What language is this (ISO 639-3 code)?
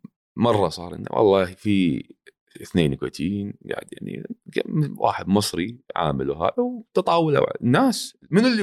afb